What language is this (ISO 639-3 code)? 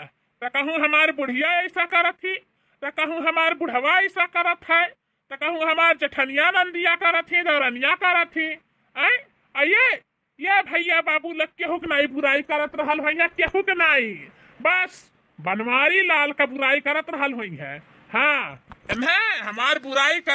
bho